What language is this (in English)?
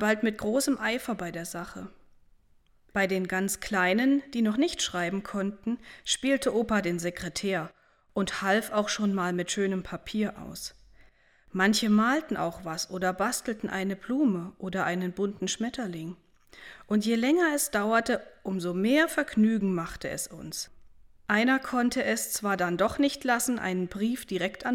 German